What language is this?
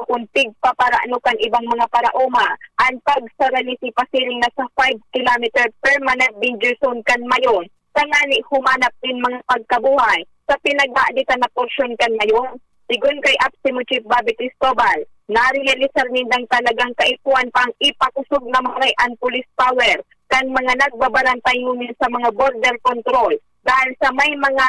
Bikol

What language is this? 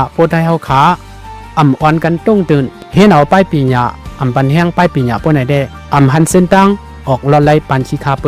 Shan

